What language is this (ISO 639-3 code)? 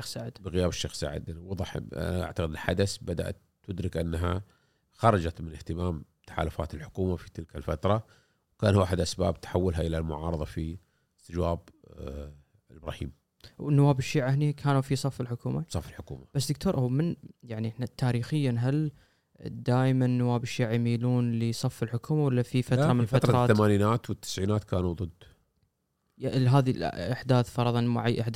afb